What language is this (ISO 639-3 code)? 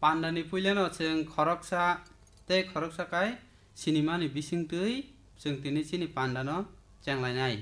trp